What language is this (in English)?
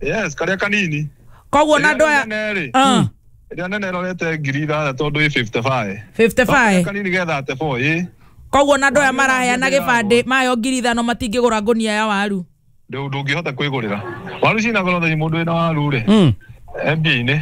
Kikuyu